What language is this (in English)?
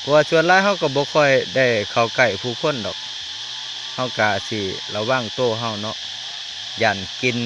Lao